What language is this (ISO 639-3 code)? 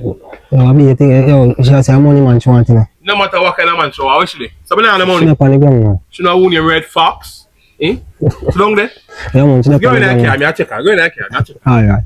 jam